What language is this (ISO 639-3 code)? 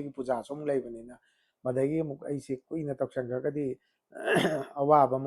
mni